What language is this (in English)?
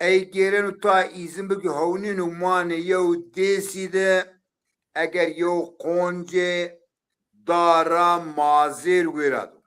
Zaza